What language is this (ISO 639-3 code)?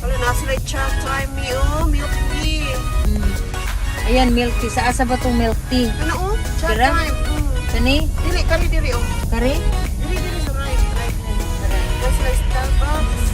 ceb